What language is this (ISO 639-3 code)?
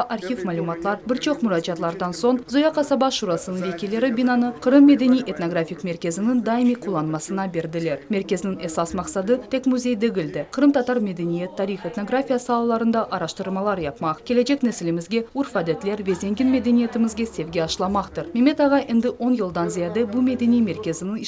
crh